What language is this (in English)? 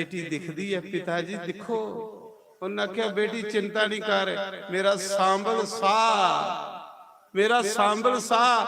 Dogri